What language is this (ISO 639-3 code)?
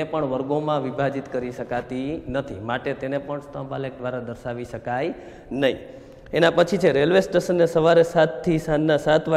guj